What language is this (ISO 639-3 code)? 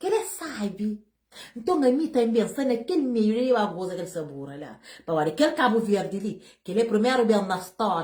kea